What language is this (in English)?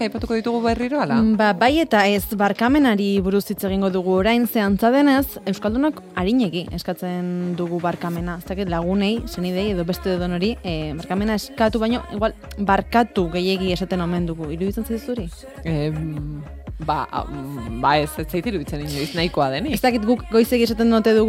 Basque